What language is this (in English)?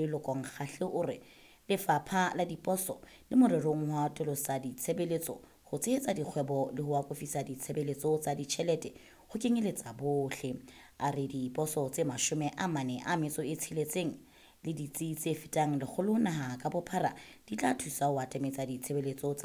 Southern Sotho